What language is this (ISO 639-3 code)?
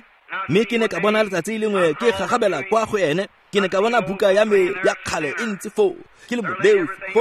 tsn